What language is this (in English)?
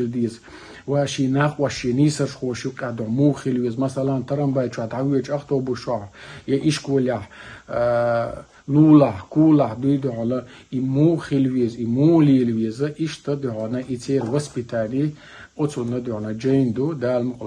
Chechen